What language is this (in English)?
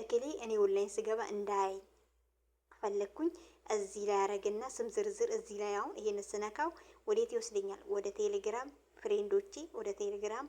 Amharic